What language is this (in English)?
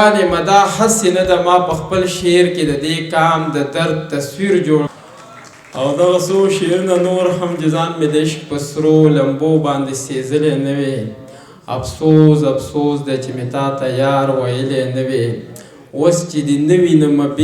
Pashto